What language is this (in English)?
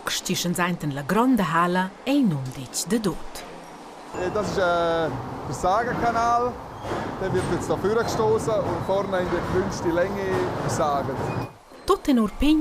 Romansh